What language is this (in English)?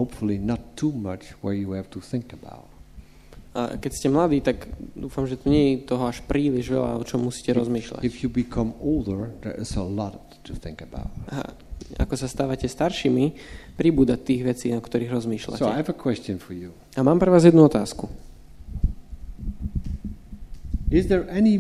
Slovak